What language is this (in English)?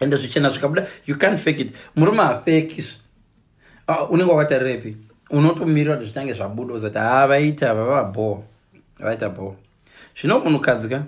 Shona